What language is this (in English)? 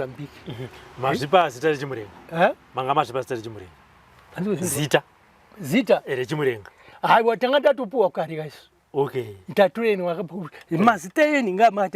Shona